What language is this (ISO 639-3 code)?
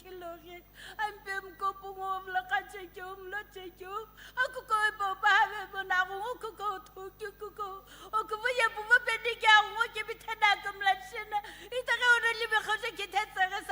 nsm